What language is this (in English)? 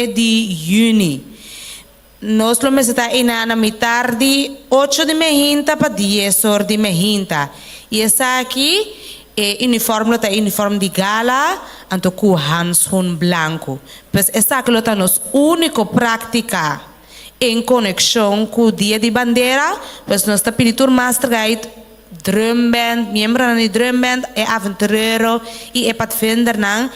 Papiamento